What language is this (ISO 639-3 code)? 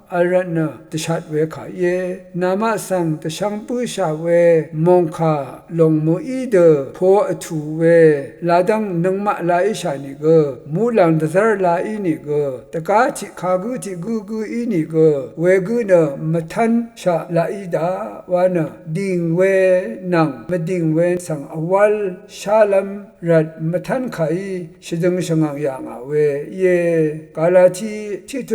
raw